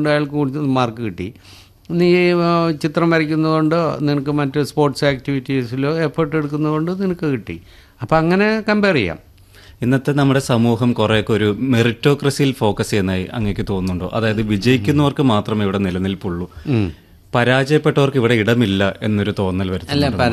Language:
Malayalam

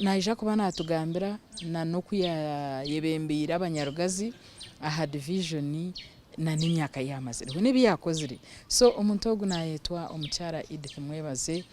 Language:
Nyankole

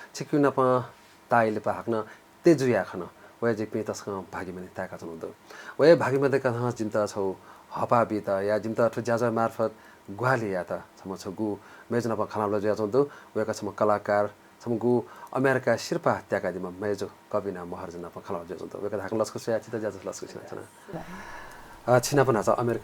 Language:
Newari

